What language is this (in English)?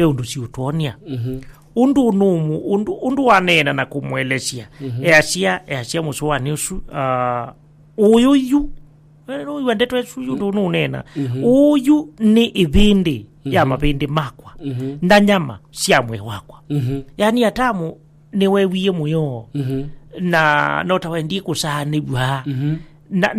Kamba